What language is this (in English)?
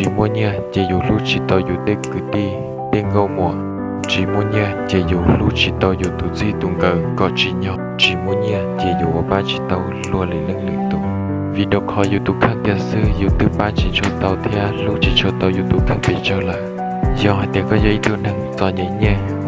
Hmong